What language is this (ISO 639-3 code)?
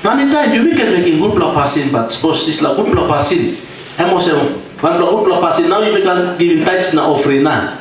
tpi